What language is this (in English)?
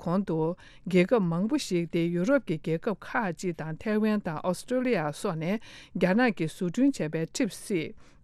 Tibetan